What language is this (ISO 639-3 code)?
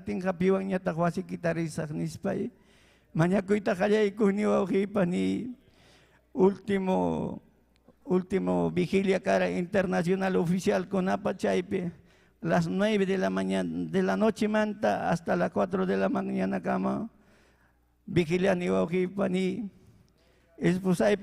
quy